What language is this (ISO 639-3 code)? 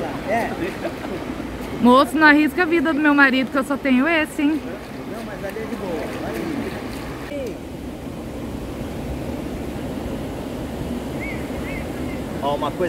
por